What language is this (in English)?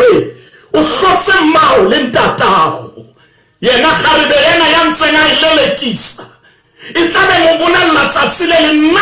Southern Sotho